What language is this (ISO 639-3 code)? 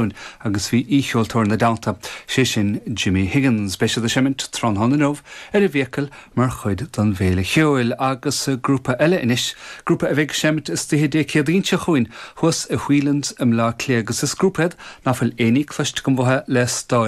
gle